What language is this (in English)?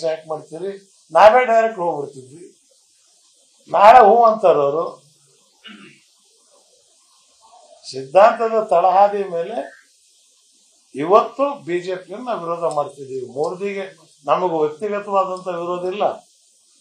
Kannada